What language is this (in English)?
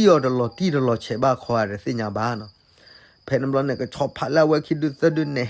S'gaw Karen